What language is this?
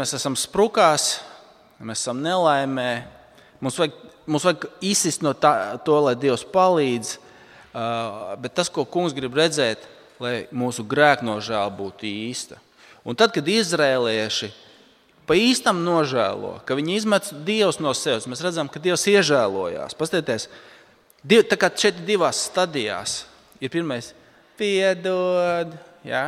Latvian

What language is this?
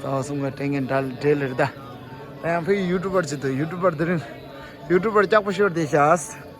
Tibetan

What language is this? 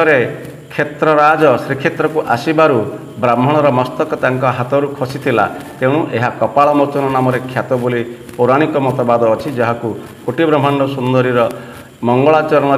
Odia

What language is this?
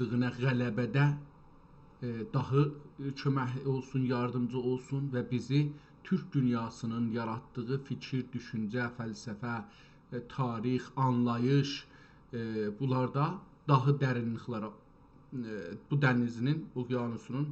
South Azerbaijani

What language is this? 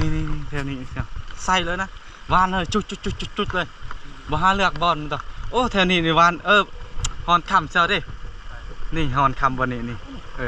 Lao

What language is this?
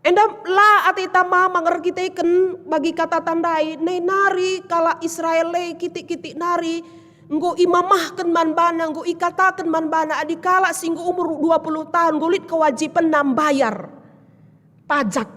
Batak Karo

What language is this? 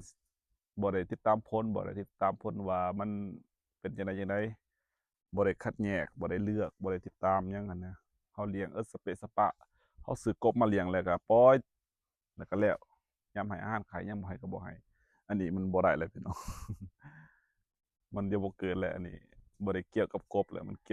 Lao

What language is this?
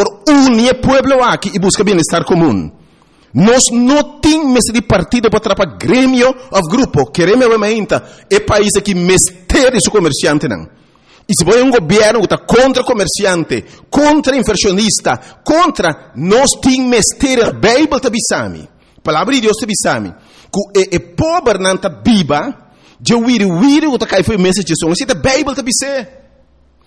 Papiamento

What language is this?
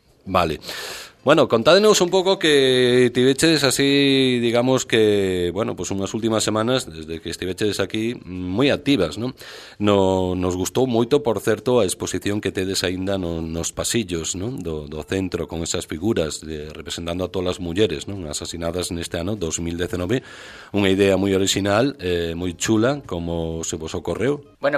Galician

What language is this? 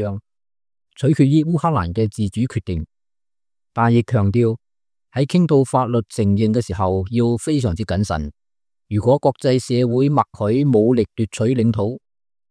Cantonese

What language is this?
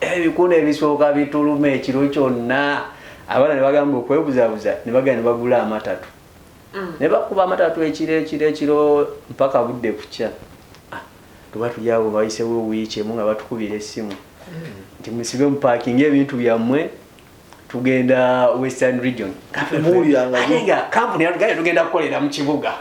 Ganda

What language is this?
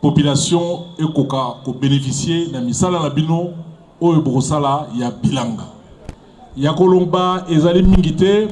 Lingala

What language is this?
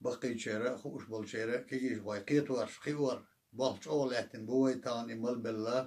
Chechen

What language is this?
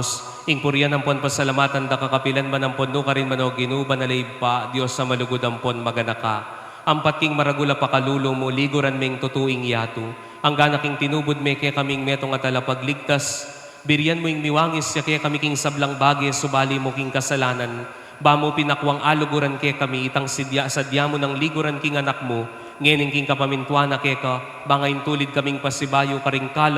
Pampanga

